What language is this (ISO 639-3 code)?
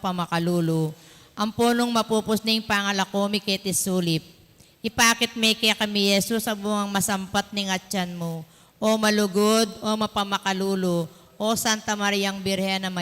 pam